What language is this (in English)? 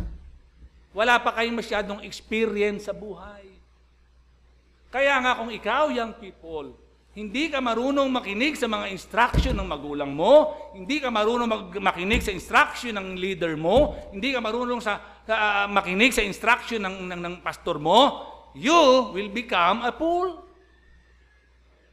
Filipino